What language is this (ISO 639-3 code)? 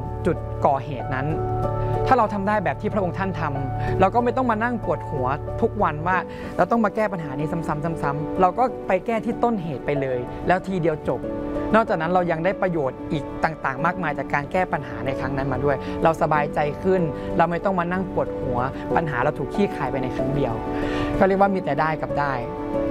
tha